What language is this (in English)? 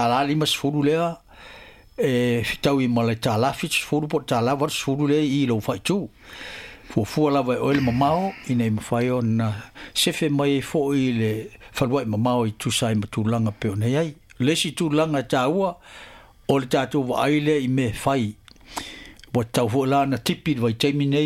Samoan